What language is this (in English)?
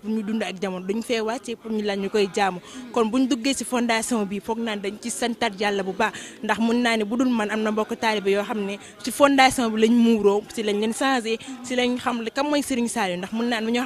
Wolof